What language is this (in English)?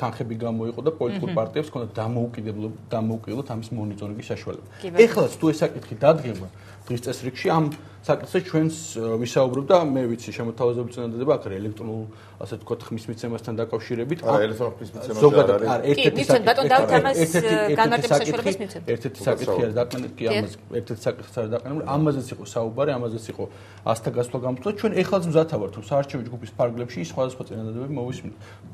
Georgian